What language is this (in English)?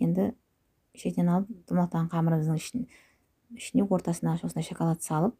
Kazakh